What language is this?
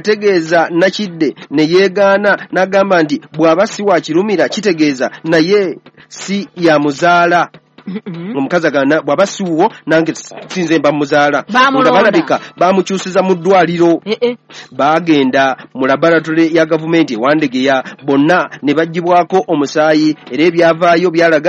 Ganda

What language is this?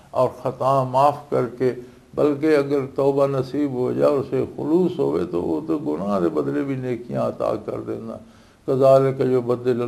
Western Panjabi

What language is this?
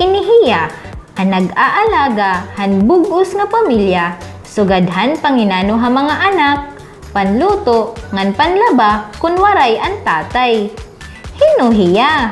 Waray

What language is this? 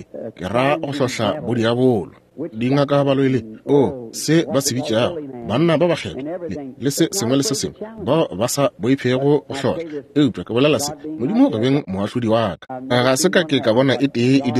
Northern Sotho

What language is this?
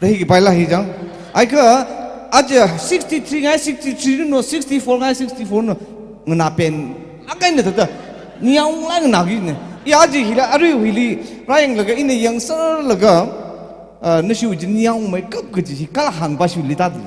Tangkhul Naga (India)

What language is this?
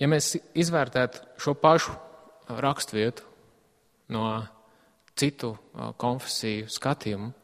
Latvian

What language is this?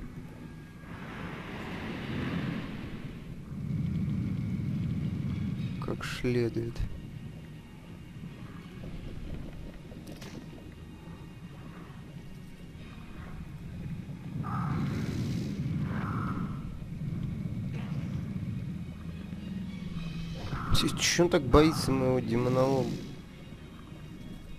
Russian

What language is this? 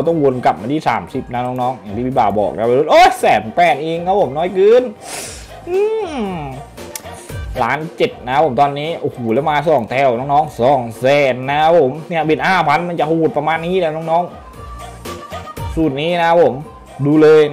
Thai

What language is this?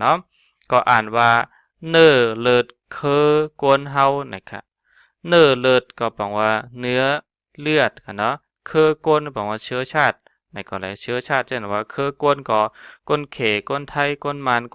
Shan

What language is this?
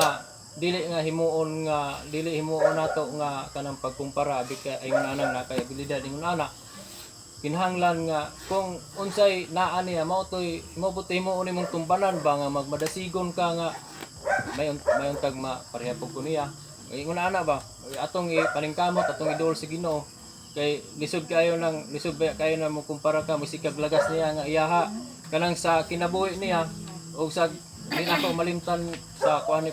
Cebuano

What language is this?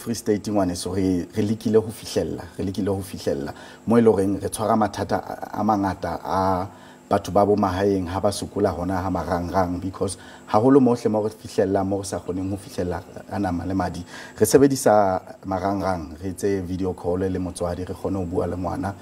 Southern Sotho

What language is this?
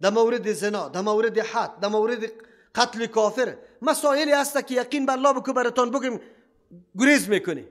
Persian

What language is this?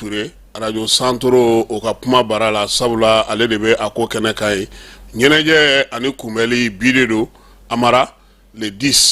Bambara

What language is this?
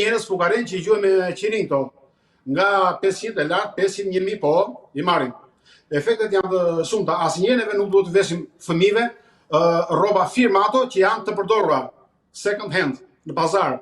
Albanian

